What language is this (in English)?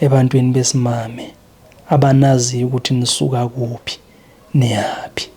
Zulu